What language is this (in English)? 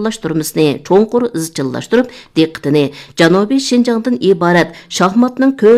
Uyghur